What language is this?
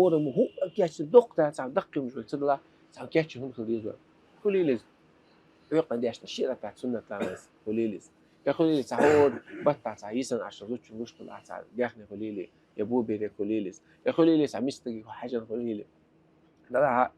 Chechen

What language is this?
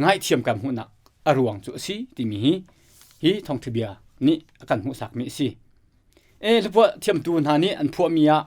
Hakha Chin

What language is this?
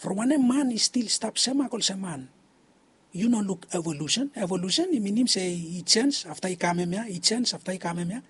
Bislama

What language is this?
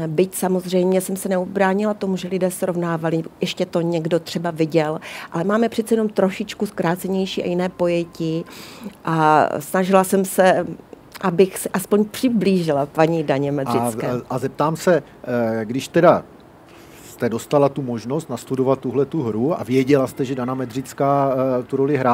Czech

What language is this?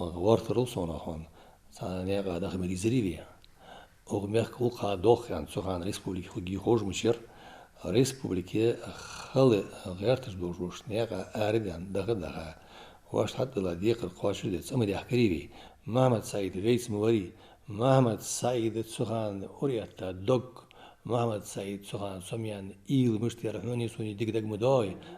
Ingush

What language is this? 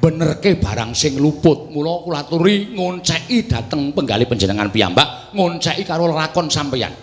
Javanese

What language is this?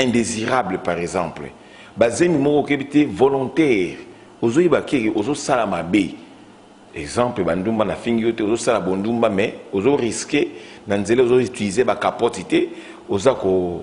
Lingala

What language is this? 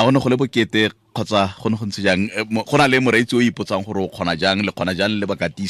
Tswana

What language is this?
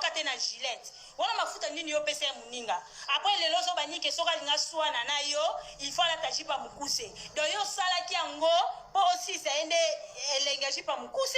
Lingala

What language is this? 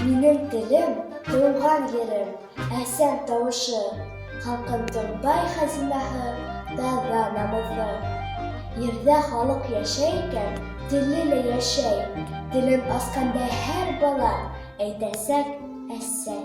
Bashkir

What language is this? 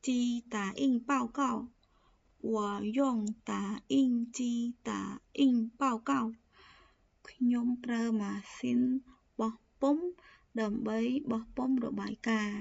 Khmer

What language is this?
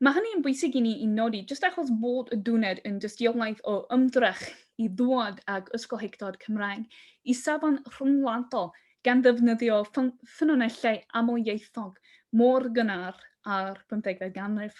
Welsh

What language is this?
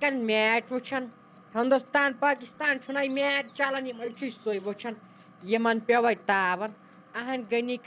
Kashmiri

